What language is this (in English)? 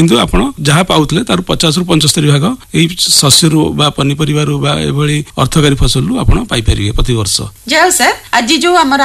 Odia